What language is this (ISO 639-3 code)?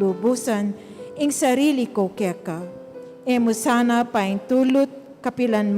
pam